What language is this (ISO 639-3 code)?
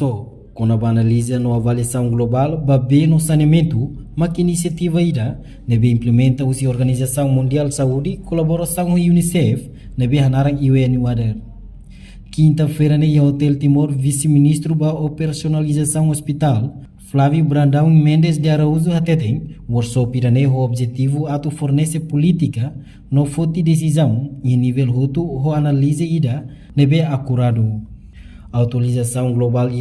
tet